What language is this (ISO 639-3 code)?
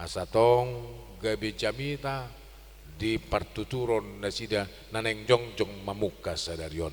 bbc